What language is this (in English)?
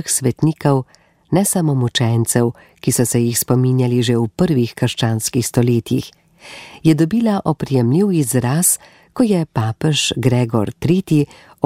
Slovenian